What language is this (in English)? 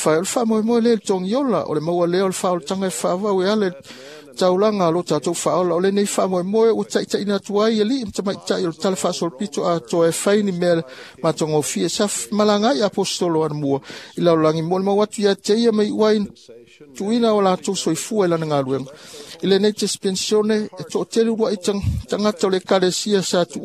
Samoan